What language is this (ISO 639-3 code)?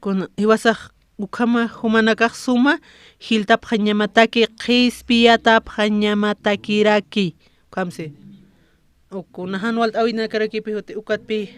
aym